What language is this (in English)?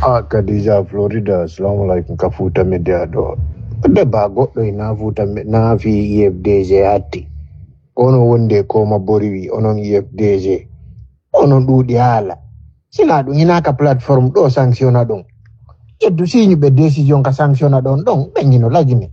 Fula